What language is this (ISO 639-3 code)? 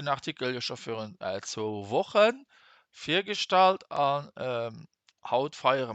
ltz